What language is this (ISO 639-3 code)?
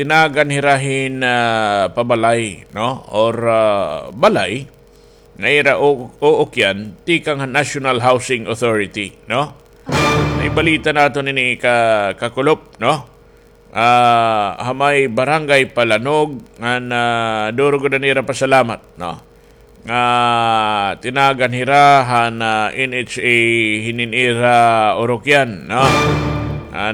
war